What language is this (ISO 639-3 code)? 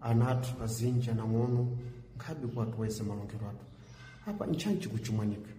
seh